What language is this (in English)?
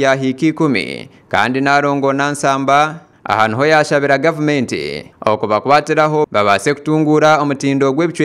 Nyankole